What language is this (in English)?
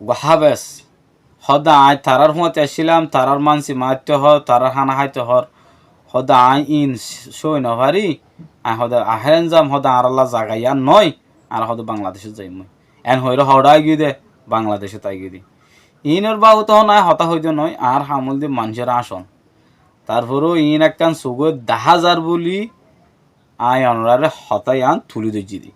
Rohingya